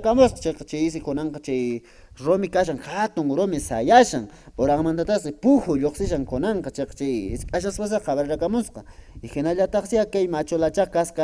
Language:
Quechua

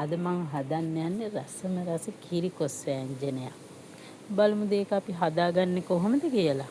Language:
Sinhala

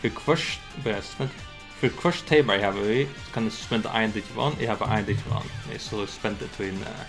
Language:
Faroese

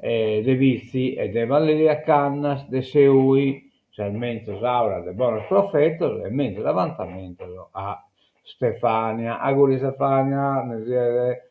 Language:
Sardinian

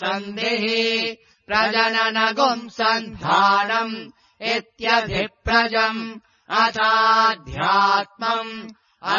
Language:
Sanskrit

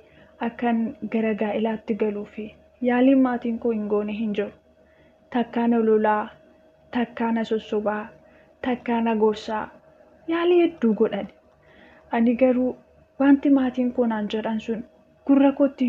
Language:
Oromo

